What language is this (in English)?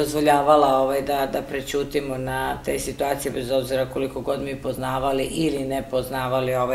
Serbian